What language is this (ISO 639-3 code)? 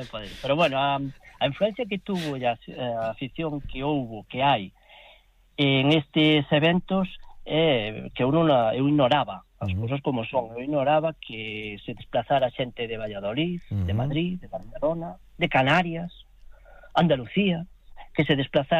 glg